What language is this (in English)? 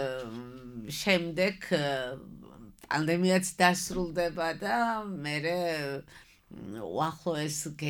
Georgian